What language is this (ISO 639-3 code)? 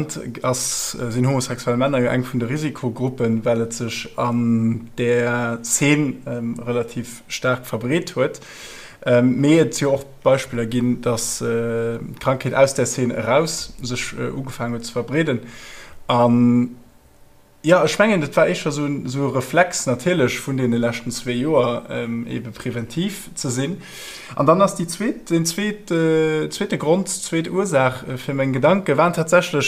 ltz